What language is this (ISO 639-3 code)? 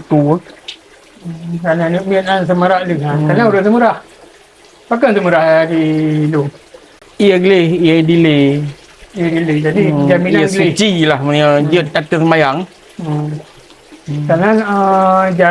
ace